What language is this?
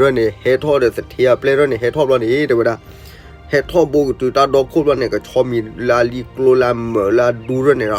S'gaw Karen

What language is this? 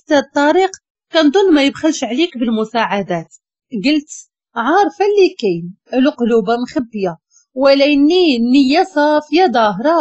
Moroccan Arabic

